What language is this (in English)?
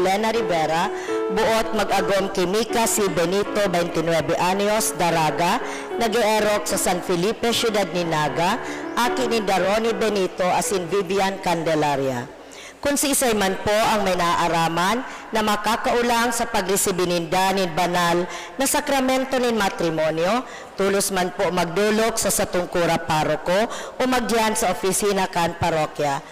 Bikol